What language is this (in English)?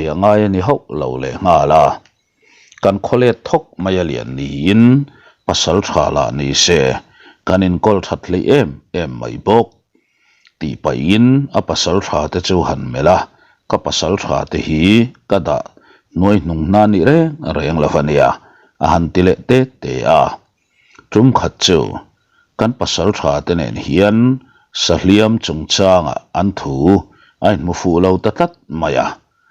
Mizo